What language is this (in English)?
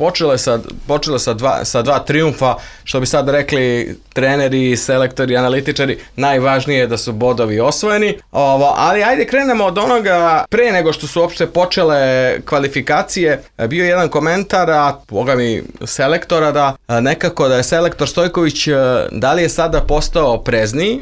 Serbian